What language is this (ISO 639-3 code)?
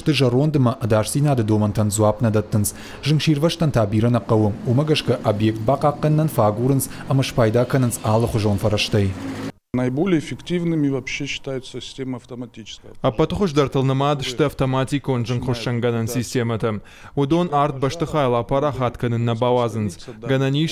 oss